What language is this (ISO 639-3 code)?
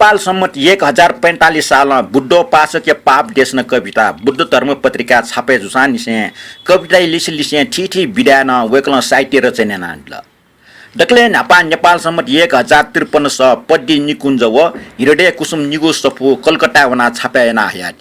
new